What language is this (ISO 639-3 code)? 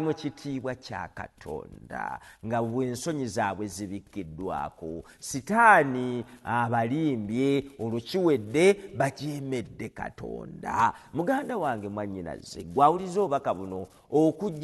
lug